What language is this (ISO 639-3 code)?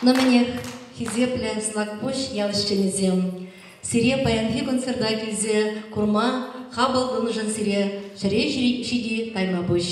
chv